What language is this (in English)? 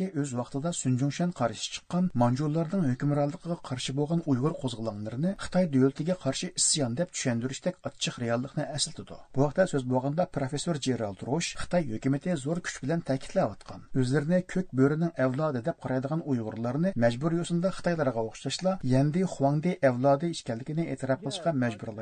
Uyghur